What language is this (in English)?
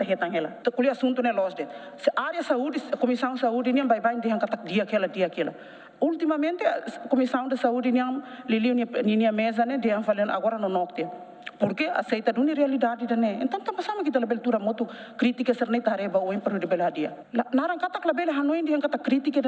Tetum